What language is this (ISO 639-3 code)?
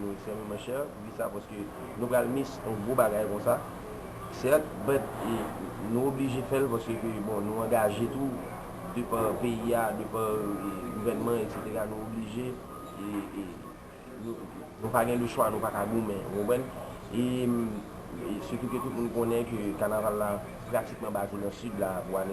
hat